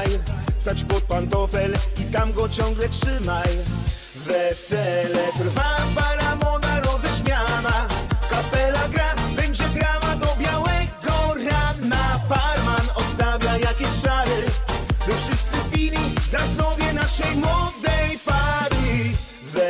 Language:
Polish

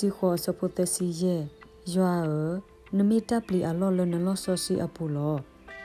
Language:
S'gaw Karen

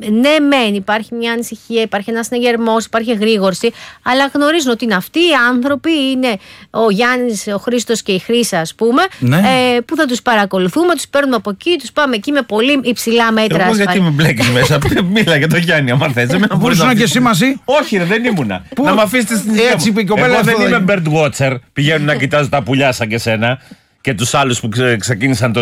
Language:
Greek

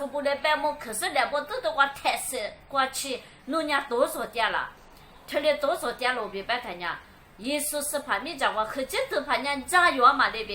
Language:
Lisu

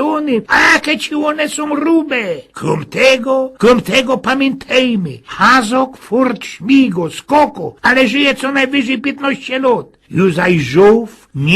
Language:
Silesian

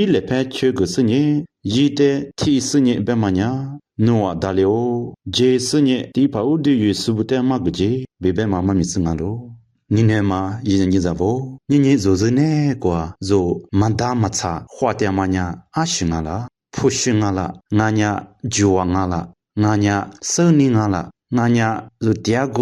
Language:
Lisu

